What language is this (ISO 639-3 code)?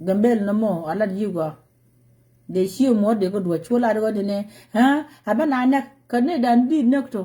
nus